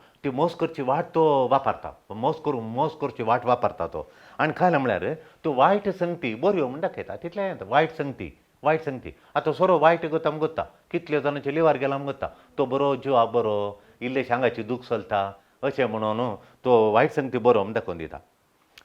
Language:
Konkani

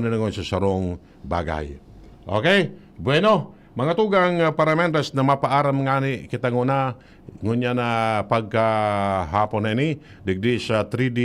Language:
Bikol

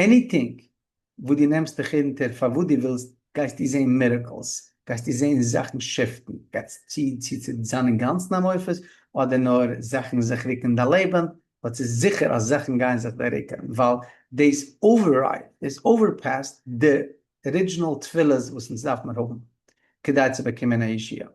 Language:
Yiddish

